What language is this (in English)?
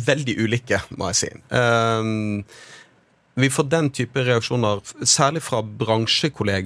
Norwegian